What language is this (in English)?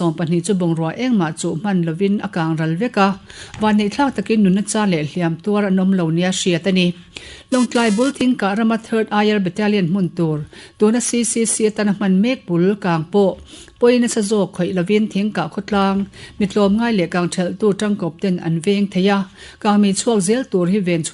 Mizo